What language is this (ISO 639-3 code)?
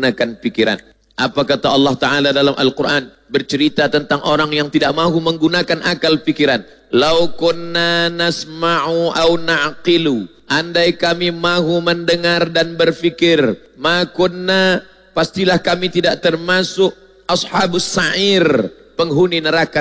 msa